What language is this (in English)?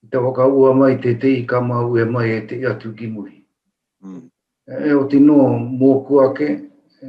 Māori